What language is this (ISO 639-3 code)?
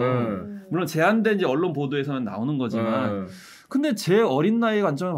kor